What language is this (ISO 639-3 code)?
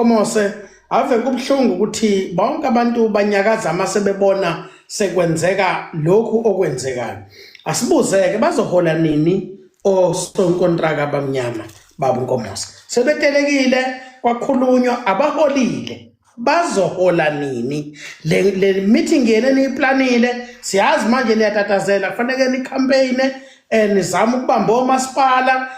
zul